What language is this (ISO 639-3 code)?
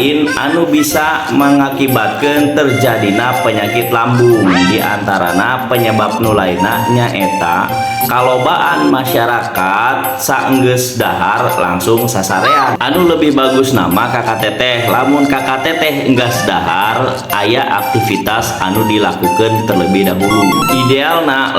sun